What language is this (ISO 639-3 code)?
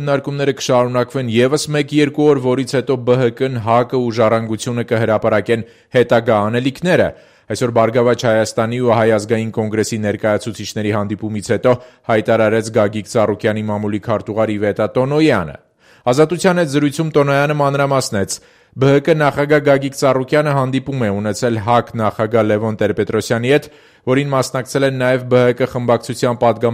hye